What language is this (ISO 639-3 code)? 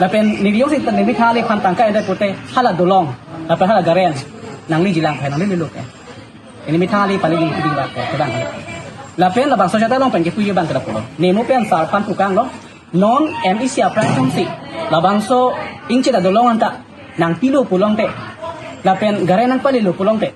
mjw